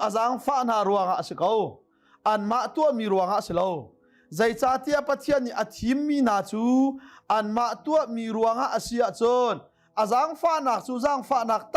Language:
Hakha Chin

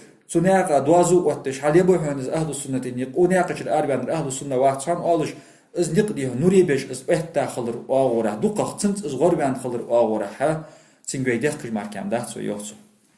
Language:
Ingush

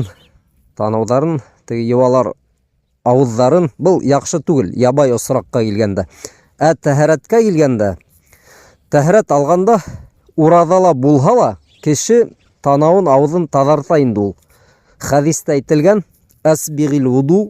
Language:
Bashkir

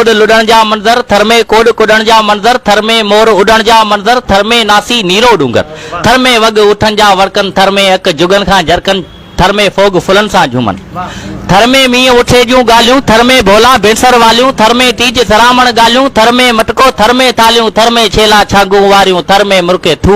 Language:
Sindhi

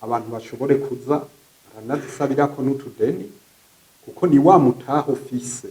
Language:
Rundi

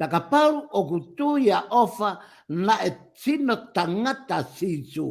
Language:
Tongan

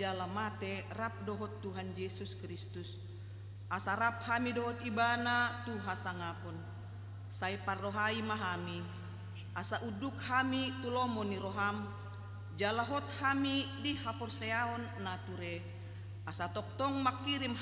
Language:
Batak Toba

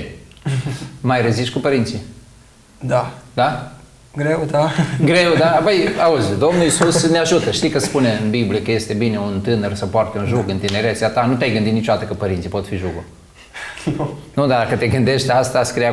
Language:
Romanian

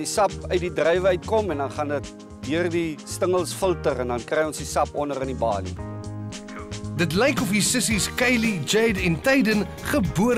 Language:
Afrikaans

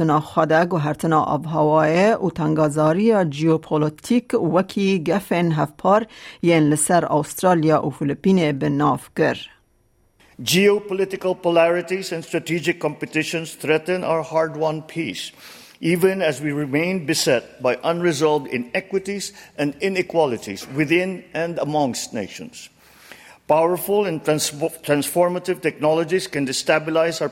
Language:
Kurdish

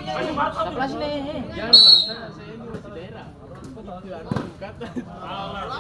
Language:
Ambonese Malay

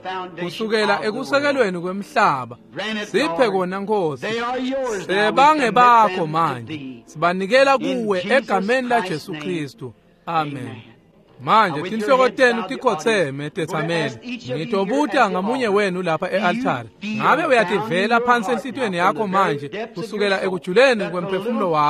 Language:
Swati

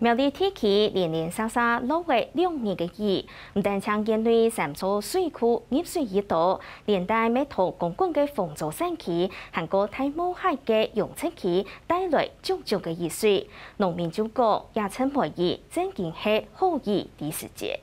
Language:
Hakka Chinese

